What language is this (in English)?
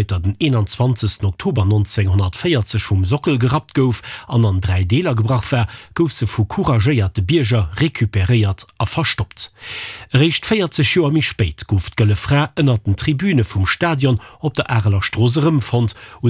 Luxembourgish